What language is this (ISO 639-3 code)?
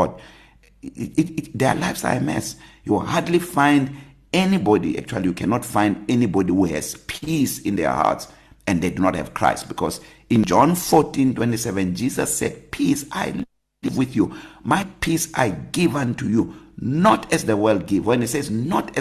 eng